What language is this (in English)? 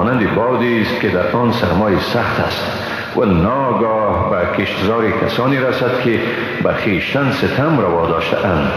Persian